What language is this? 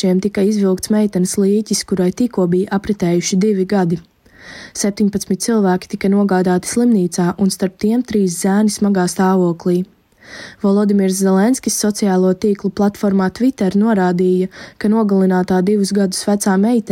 Latvian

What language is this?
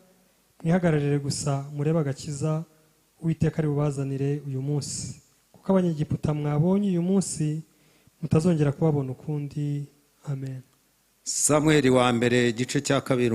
Kinyarwanda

